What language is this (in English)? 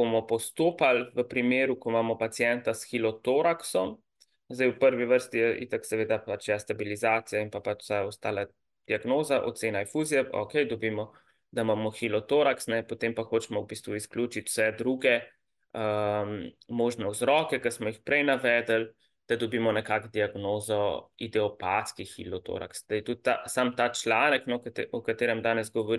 Slovenian